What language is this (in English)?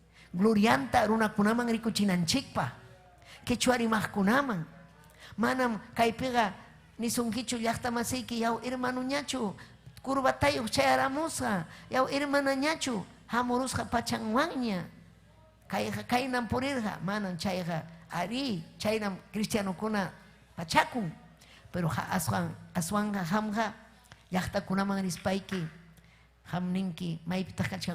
Ayacucho Quechua